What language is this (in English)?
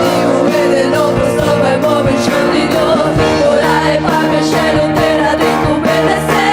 Papiamento